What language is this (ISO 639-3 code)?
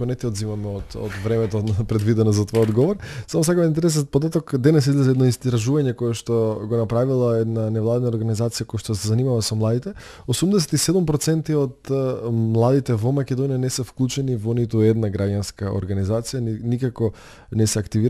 mkd